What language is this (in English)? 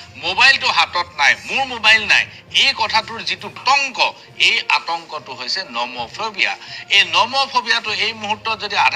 Assamese